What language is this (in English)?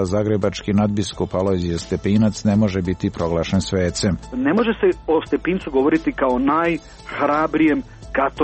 Croatian